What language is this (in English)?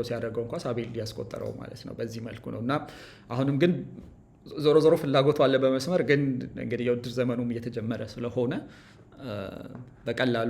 Amharic